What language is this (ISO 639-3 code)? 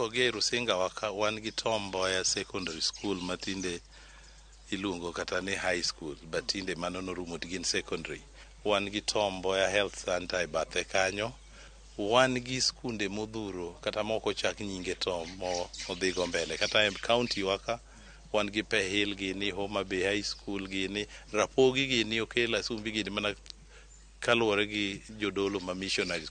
luo